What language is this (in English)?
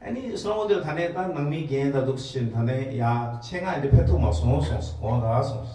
Tibetan